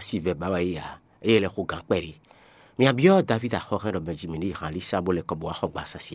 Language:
Fon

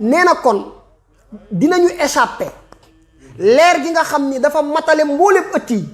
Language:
Wolof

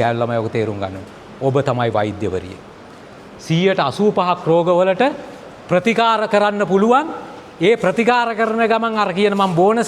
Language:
Sinhala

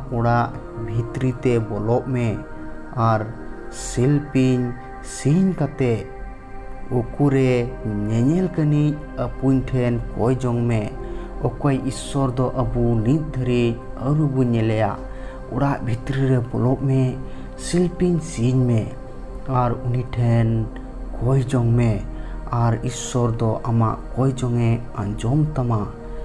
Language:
Santali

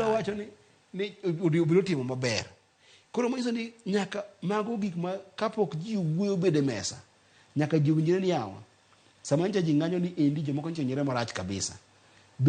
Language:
Luo (Kenya and Tanzania)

